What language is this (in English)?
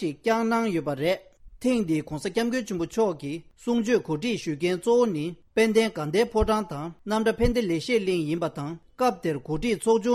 Tibetan